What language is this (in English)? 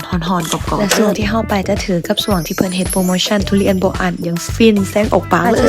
Lao